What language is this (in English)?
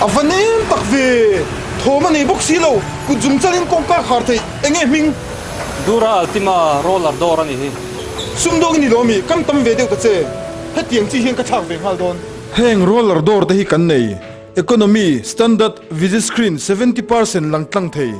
Mizo